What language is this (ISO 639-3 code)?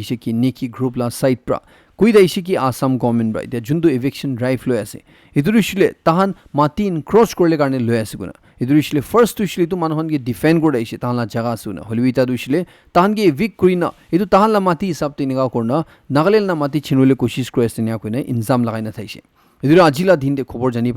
nag